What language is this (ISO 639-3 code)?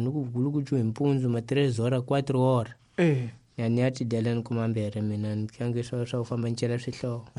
tso